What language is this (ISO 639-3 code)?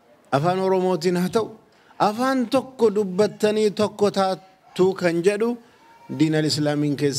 orm